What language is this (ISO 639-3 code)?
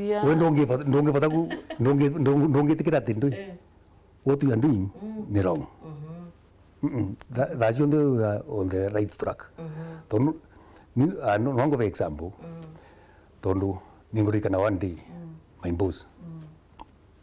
mer